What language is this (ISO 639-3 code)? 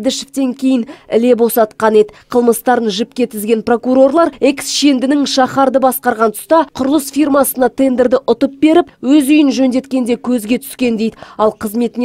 kaz